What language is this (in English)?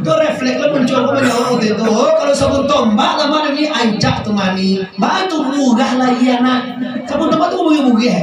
Minangkabau